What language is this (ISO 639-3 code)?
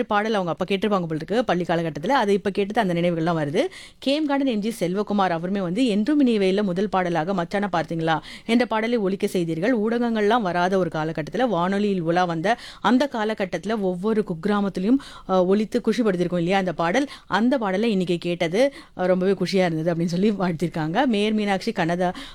tam